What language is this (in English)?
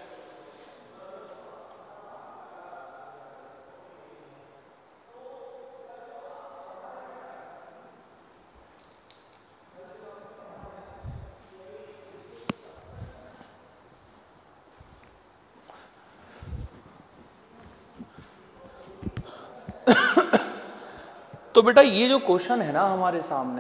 Hindi